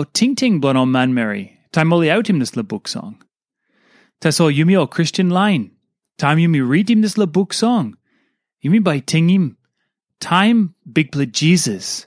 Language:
Tok Pisin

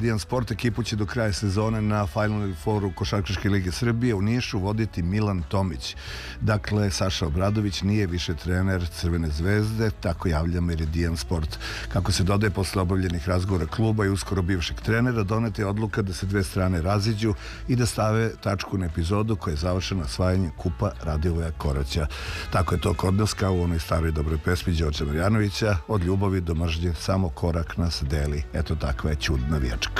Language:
Serbian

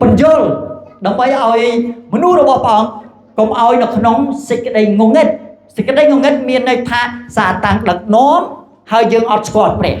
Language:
Khmer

